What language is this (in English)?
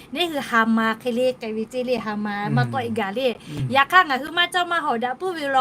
Lahu